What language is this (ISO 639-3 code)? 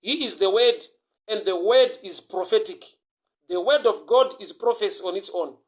sna